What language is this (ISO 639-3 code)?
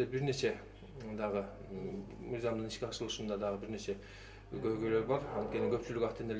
kir